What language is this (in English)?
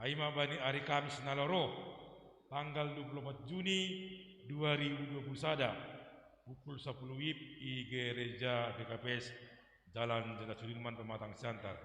Batak Simalungun